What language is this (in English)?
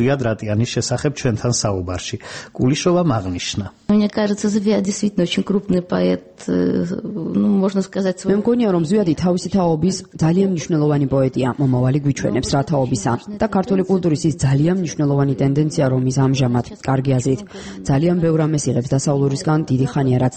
Georgian